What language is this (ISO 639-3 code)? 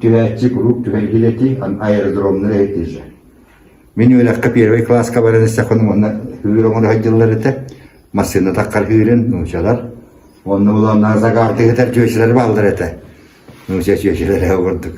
sah